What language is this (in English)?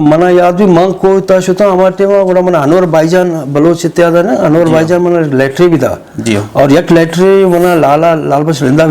Eastern Balochi